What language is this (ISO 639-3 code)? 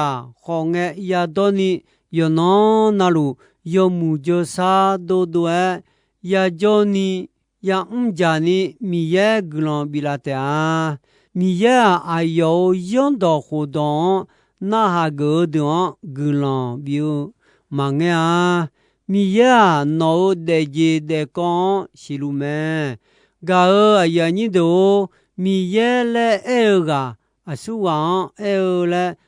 ahk